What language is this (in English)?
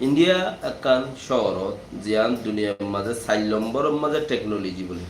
Rohingya